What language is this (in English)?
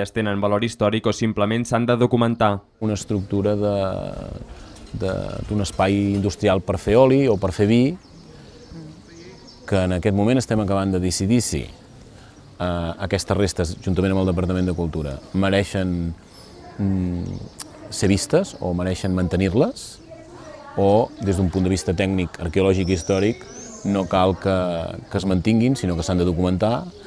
Catalan